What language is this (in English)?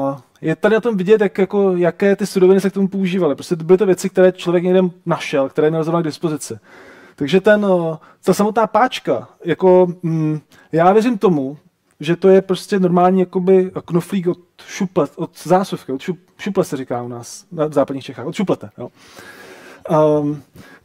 Czech